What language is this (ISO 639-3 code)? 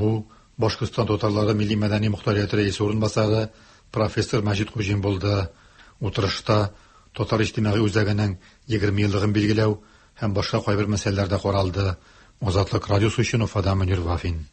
tat